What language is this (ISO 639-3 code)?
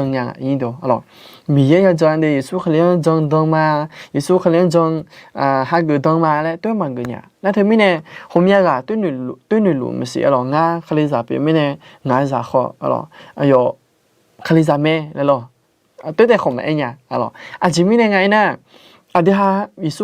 ahk